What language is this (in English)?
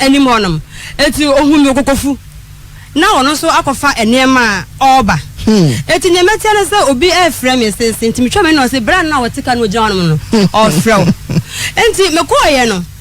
Akan